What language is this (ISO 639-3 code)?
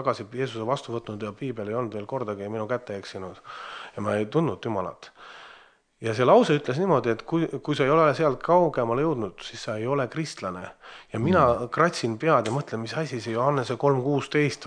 est